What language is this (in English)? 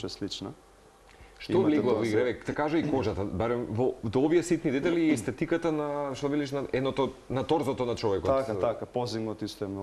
Macedonian